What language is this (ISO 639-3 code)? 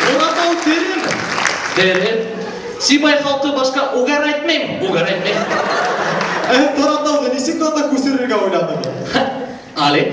bak